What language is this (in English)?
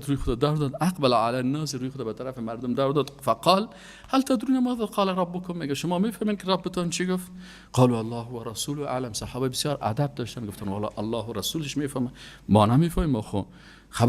Persian